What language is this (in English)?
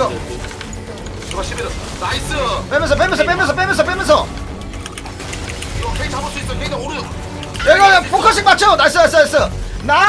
Korean